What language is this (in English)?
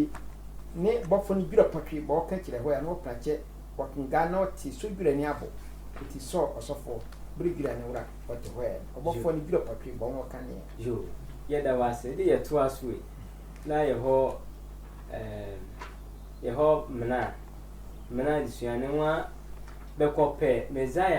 Sehwi